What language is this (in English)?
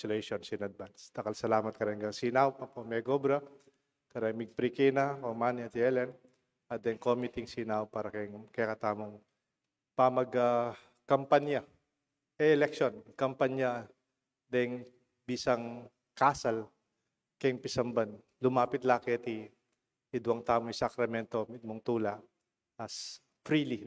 Pampanga